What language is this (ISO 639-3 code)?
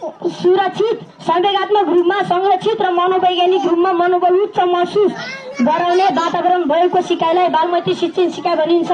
nep